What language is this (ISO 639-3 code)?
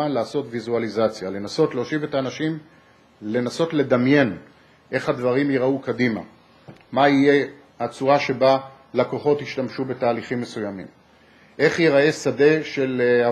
heb